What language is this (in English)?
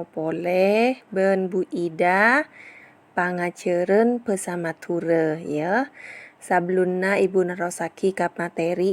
Madurese